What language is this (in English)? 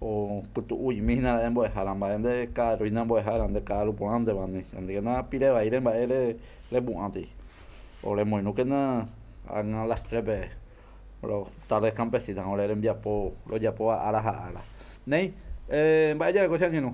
Guarani